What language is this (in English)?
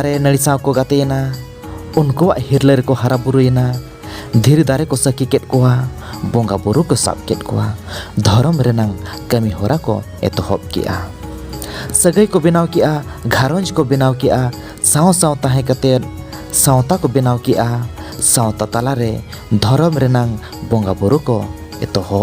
Santali